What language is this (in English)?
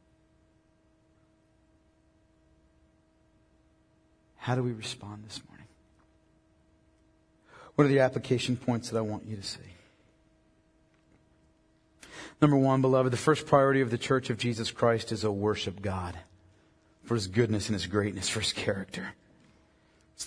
English